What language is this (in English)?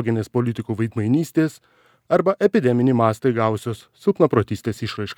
Lithuanian